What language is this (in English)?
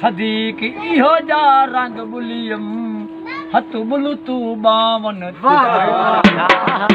Saraiki